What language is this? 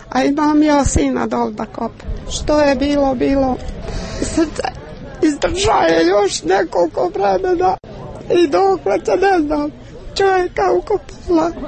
Croatian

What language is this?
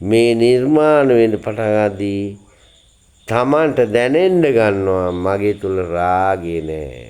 Sinhala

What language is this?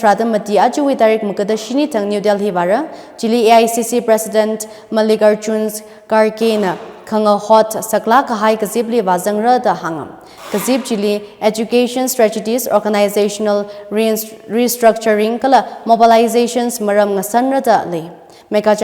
Tangkhul Naga (India)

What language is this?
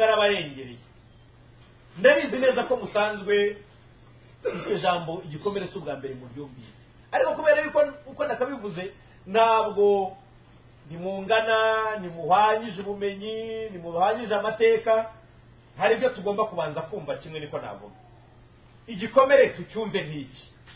Kinyarwanda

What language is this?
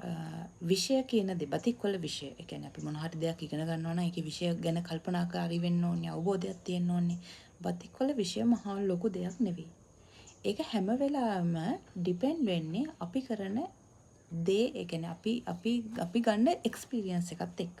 Sinhala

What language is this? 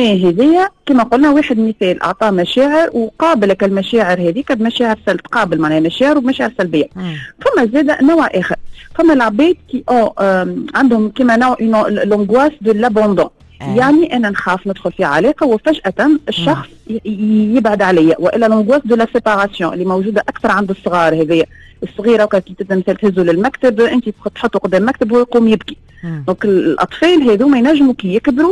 Tunisian Arabic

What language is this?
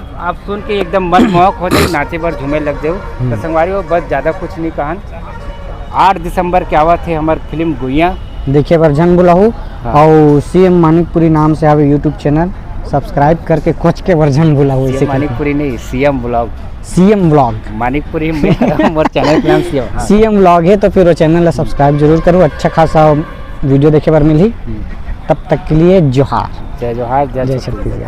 Chhattisgarhi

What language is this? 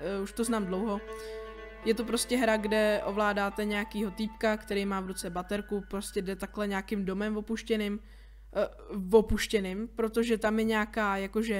Czech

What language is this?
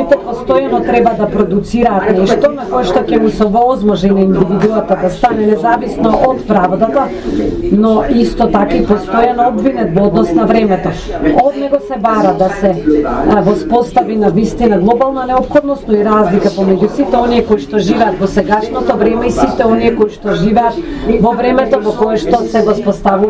Macedonian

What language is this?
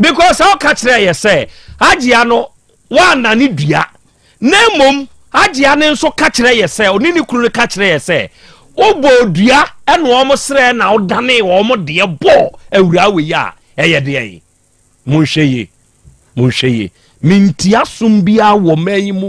Akan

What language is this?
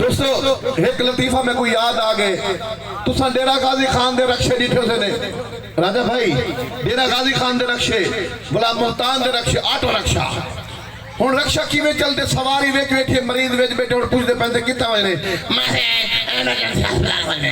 Saraiki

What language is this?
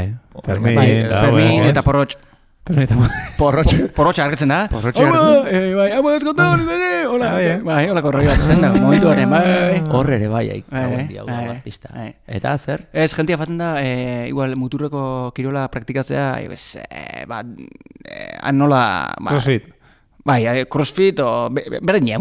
Basque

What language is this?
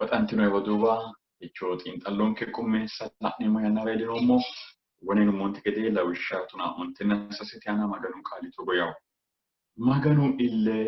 Sidamo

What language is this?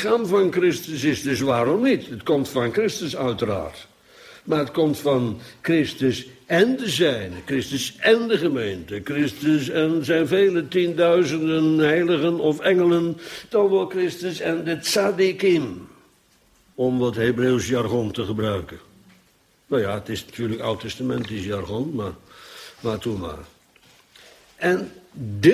Dutch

